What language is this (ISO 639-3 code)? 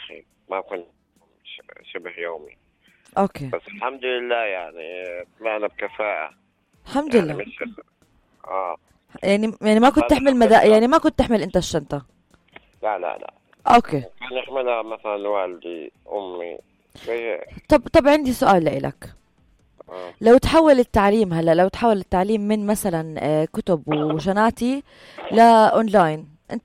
apc